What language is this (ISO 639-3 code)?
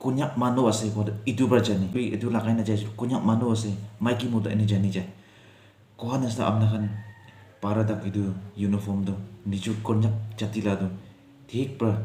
nag